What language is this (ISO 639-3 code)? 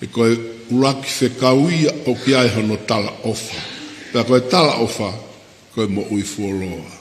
ton